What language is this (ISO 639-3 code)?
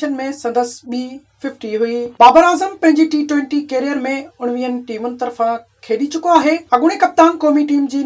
snd